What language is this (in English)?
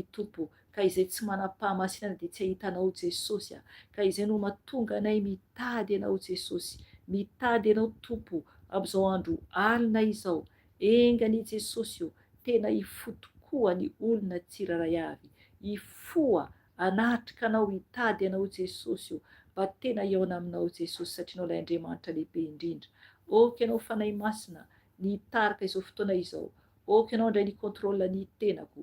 Malagasy